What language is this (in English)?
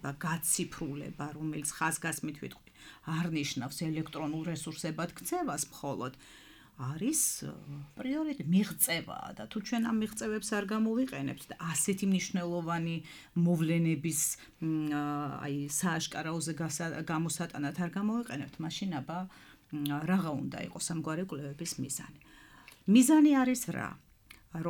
Georgian